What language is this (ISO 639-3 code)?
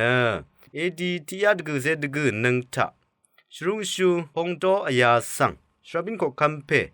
raw